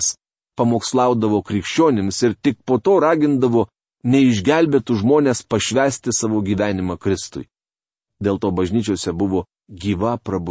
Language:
Lithuanian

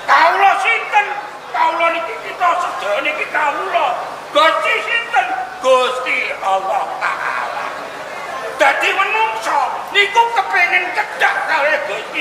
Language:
Javanese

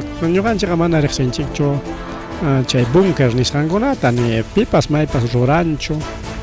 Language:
Ayacucho Quechua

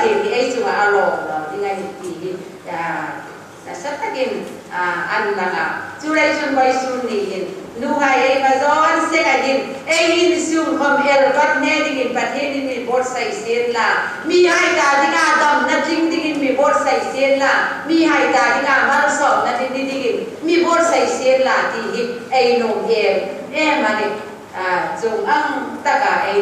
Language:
Hmar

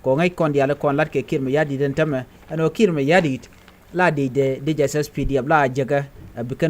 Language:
Nuer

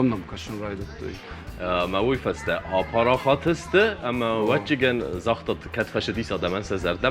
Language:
Ossetic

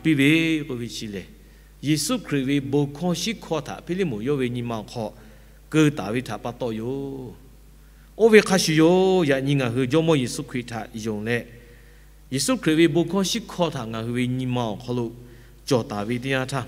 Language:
Lahu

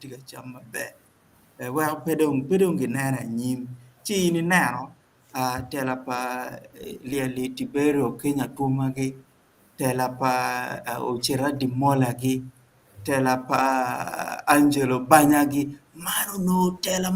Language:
Acoli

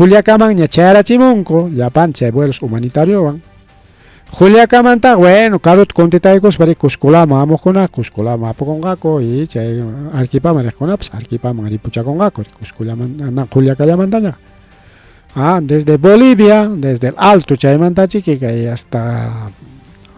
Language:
Ayacucho Quechua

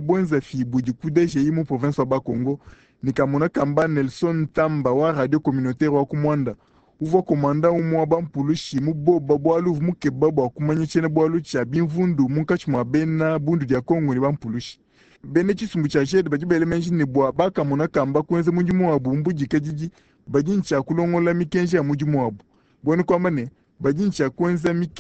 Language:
Luba-Lulua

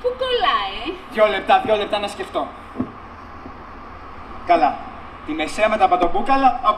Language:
Greek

